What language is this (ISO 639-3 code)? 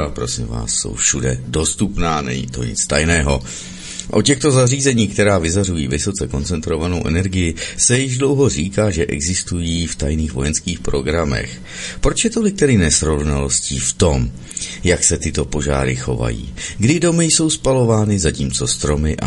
ces